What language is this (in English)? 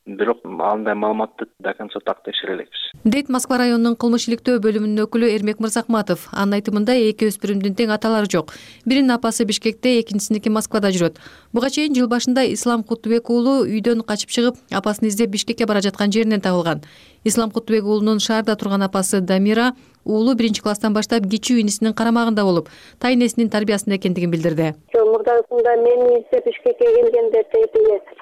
Kyrgyz